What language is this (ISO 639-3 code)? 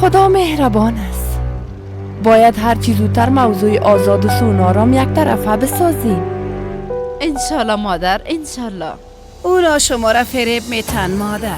fas